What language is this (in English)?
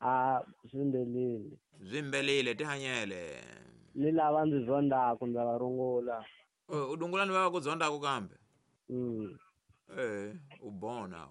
Tsonga